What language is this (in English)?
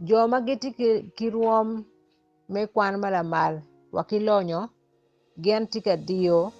Acoli